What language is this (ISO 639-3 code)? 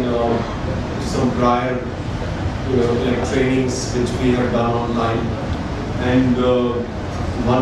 eng